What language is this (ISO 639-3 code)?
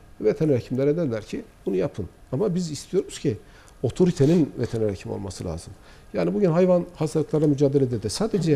tur